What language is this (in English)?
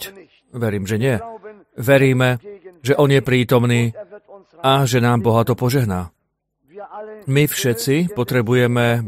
Slovak